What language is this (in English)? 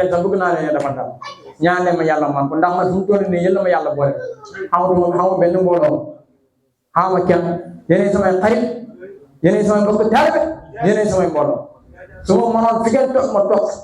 Wolof